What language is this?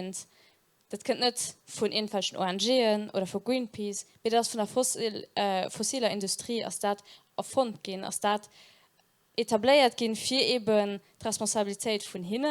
Luxembourgish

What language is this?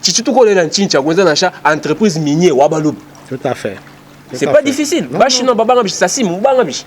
Luba-Lulua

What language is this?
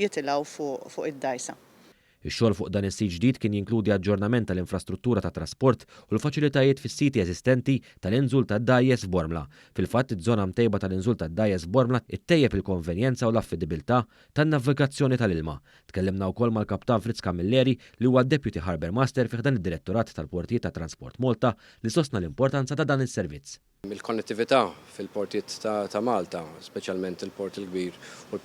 Maltese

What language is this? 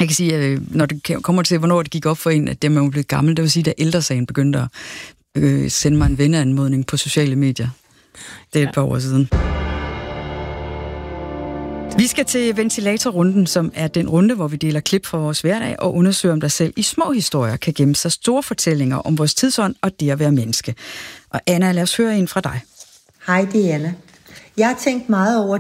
Danish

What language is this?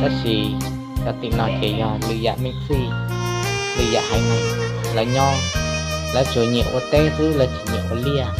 Hmong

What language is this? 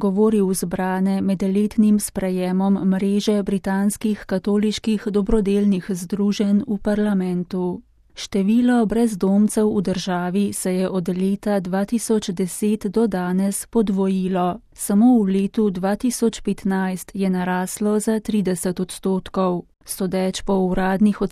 Slovenian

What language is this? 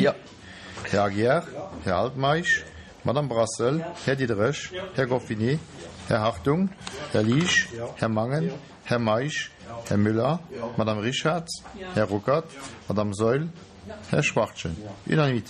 Luxembourgish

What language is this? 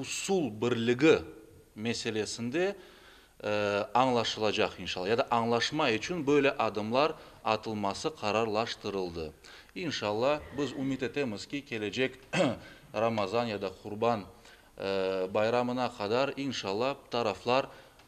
Crimean Tatar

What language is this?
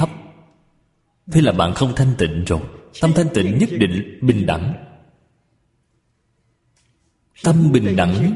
Vietnamese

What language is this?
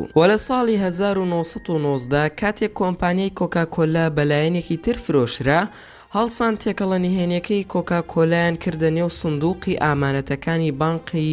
Central Kurdish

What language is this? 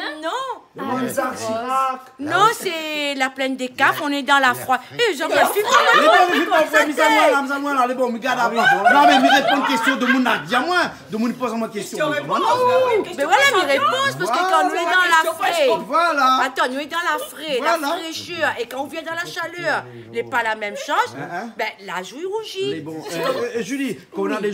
Réunion Creole French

